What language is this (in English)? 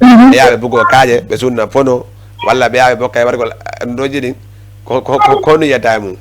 Fula